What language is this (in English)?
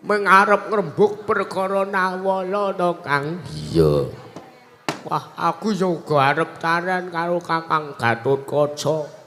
Javanese